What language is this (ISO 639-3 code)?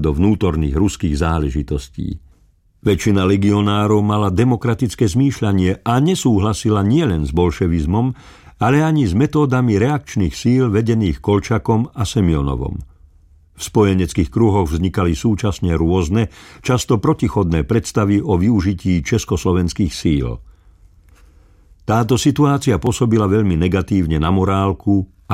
slk